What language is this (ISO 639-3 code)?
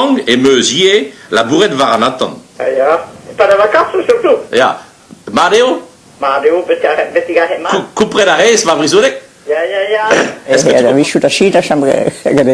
bre